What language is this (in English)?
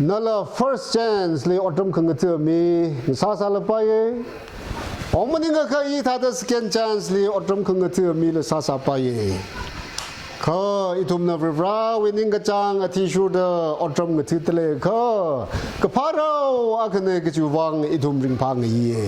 Tangkhul Naga (India)